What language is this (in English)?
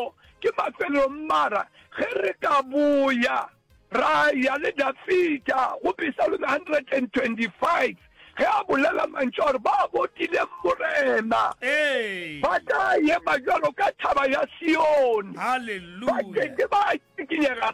Northern Sotho